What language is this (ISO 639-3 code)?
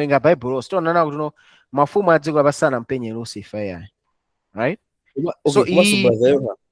nya